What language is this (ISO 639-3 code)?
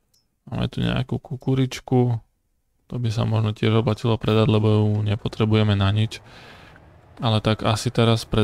slk